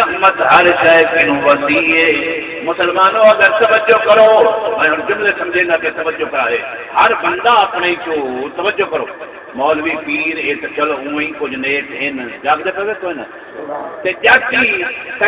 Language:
Saraiki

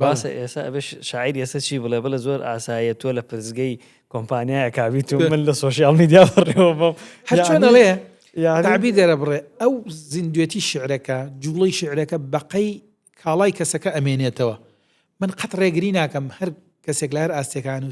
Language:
Central Kurdish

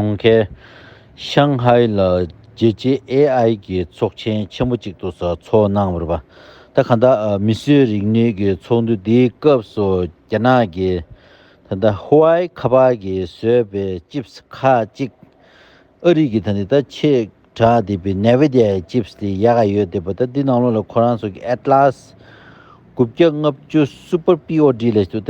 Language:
Tibetan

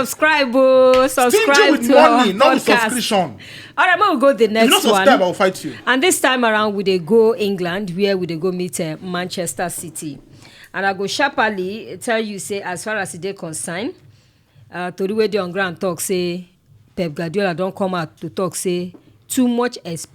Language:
Nigerian Pidgin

